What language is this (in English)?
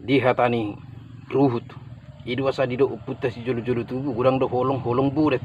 Batak Toba